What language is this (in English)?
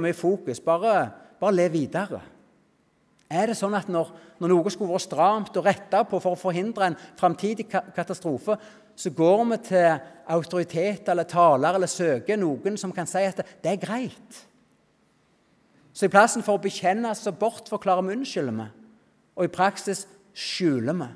Norwegian